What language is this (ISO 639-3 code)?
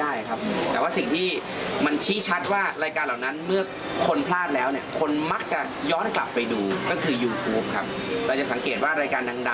tha